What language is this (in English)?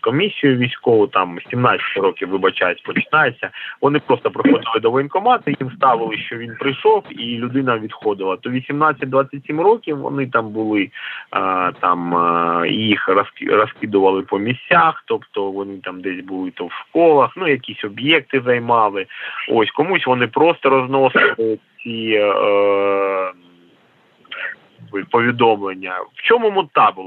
Ukrainian